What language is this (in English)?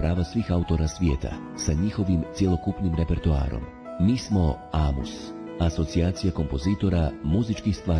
Bosnian